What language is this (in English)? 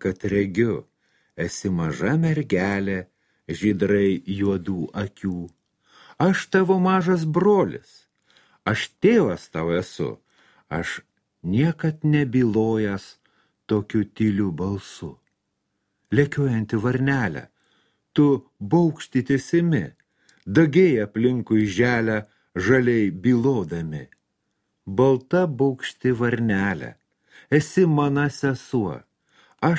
Lithuanian